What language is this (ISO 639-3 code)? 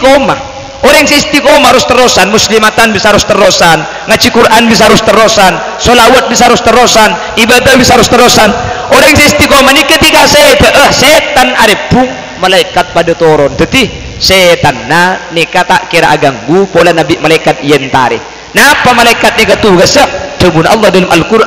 mad